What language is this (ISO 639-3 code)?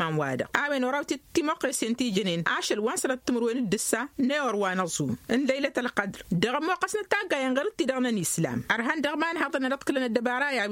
taq